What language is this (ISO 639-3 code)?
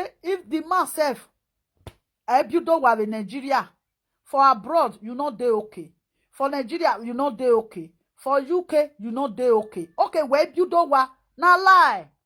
pcm